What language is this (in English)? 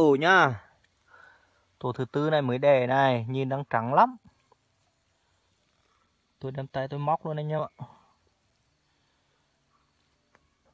Vietnamese